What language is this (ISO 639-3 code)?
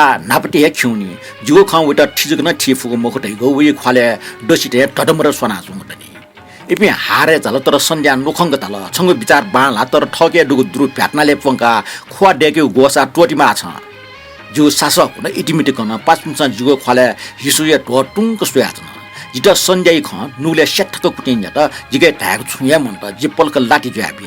new